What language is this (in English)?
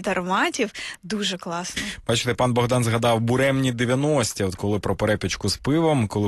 Ukrainian